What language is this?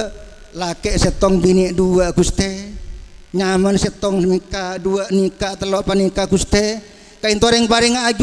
Madurese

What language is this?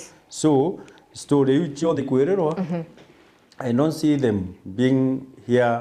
Meru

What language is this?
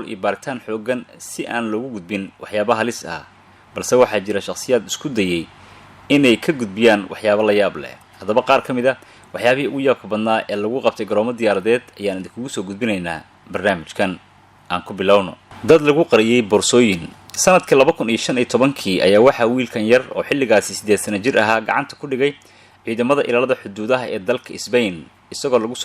Somali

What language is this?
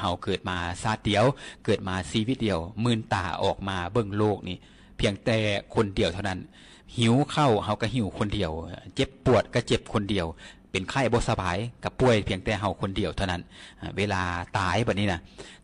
Lao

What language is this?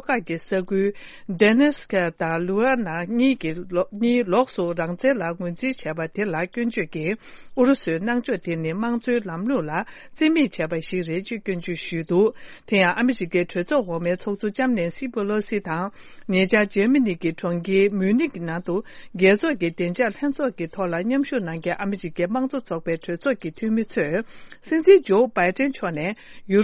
Tibetan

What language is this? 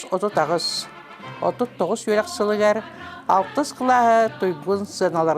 Yakut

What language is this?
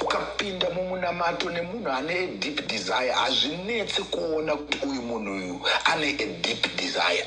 Shona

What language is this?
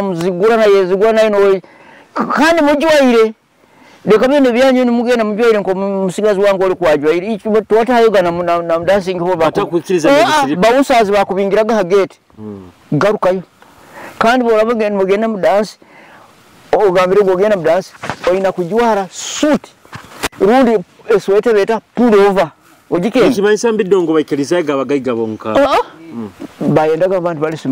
Nyoro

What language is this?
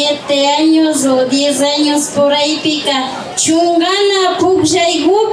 Imbabura Highland Quichua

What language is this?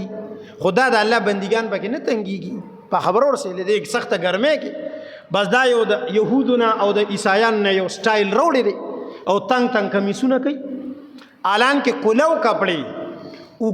Pashto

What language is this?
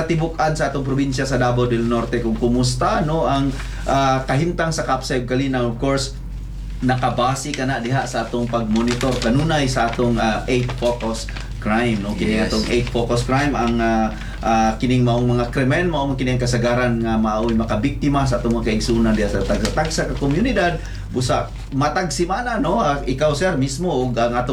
Cebuano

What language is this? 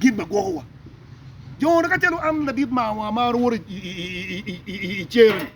Acoli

